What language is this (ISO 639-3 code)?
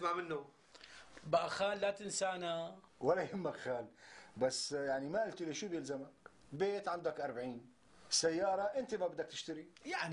apc